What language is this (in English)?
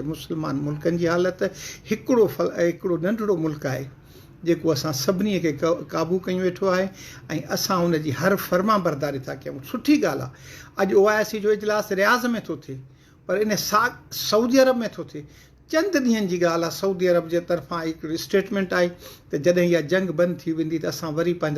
Sindhi